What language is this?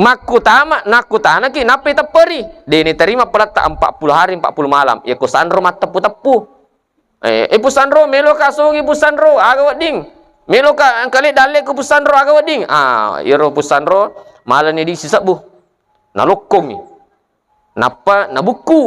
Buginese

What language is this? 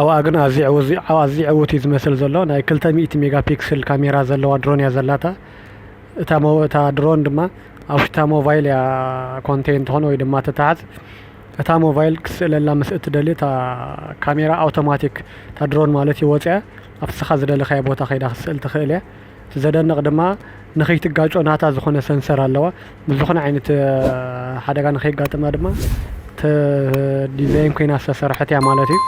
Tigrinya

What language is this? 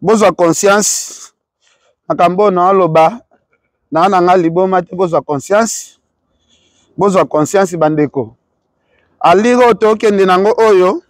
Lingala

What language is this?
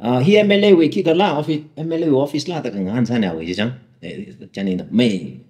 Tangkhul Naga (India)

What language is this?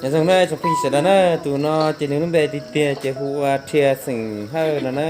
Hmong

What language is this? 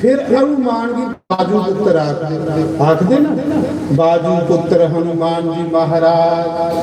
Dogri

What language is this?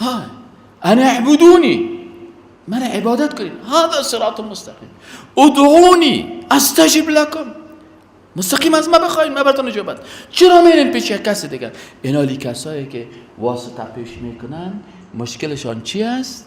Persian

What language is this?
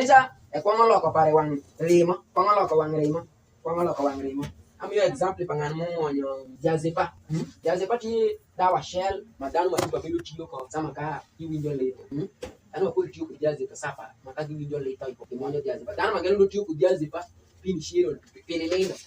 Alur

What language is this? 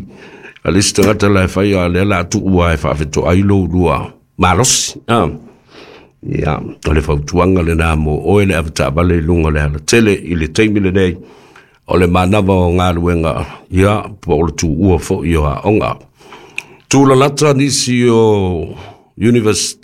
Samoan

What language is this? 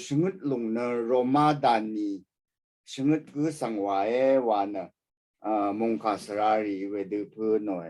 Rawang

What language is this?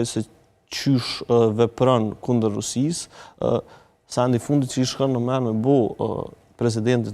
Albanian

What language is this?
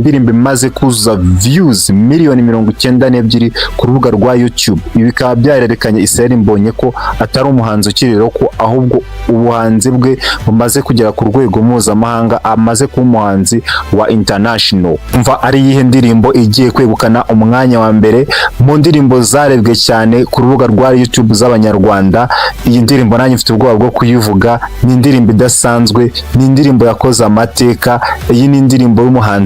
Kinyarwanda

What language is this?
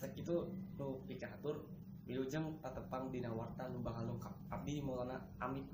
Sundanese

